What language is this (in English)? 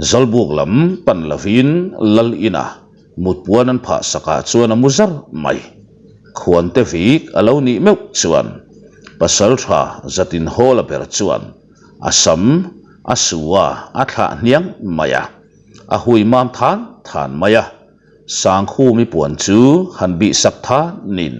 Mizo